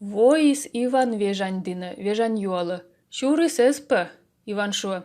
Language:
Komi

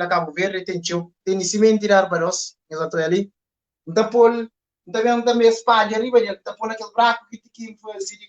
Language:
Kabuverdianu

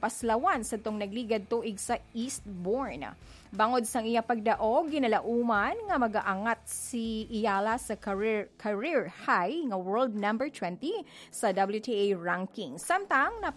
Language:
Hiligaynon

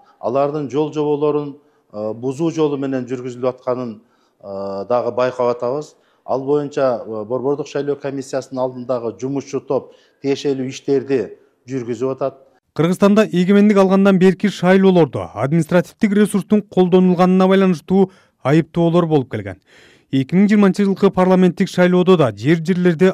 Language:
Kyrgyz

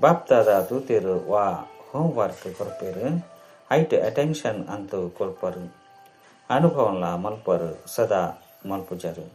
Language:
Tulu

